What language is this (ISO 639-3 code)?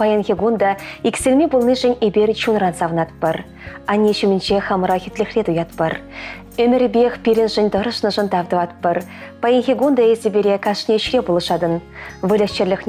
chv